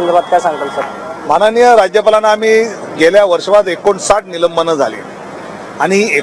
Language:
Marathi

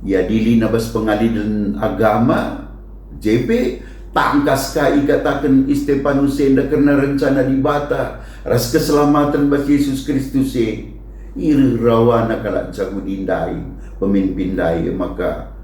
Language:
Batak Karo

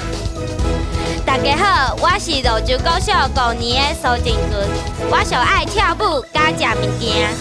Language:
Min Nan Chinese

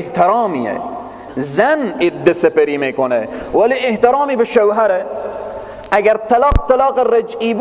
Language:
Persian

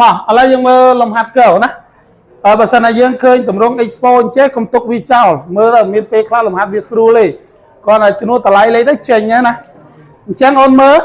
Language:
Khmer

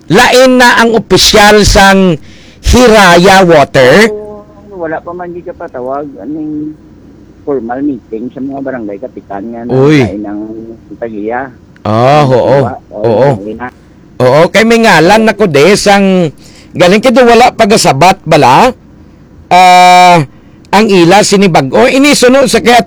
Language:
Hiligaynon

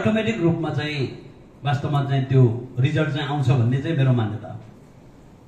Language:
Nepali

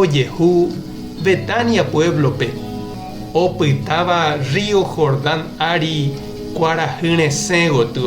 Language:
Guarani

